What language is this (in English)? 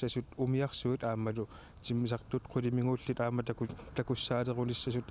Kalaallisut